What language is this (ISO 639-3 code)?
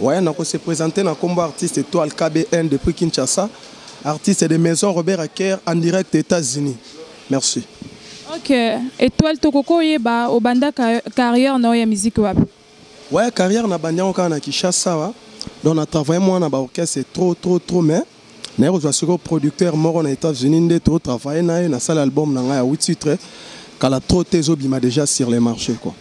lin